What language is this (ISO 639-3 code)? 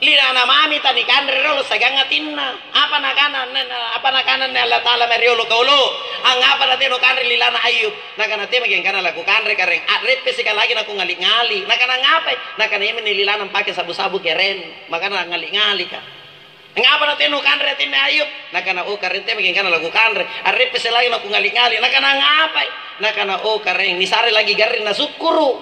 mak